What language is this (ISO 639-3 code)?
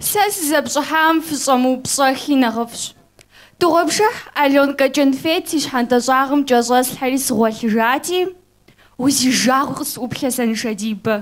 kbd